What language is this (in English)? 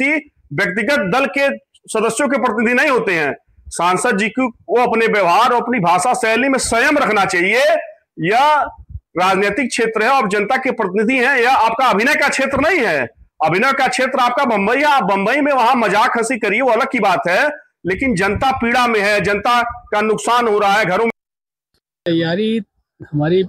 Hindi